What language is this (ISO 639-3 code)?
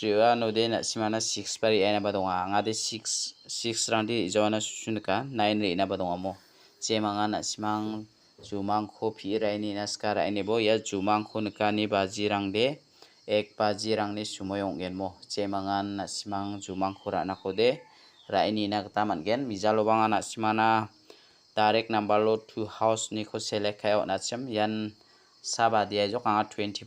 grt